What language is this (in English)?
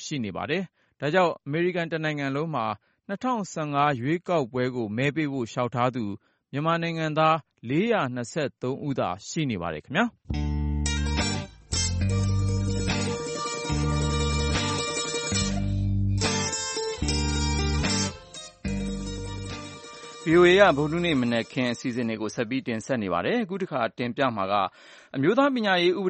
Burmese